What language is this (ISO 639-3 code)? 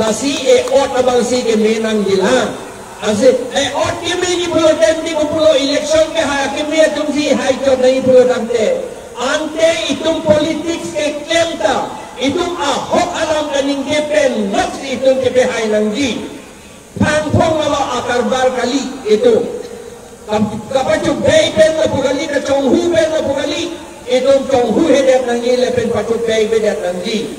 mjw